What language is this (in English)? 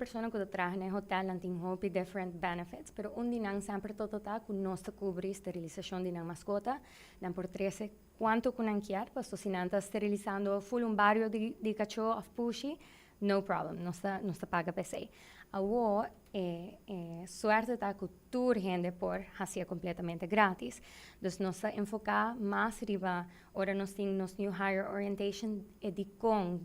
Papiamento